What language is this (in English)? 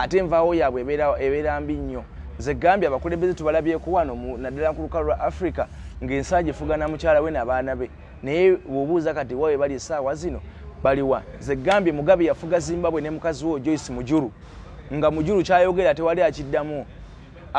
Ganda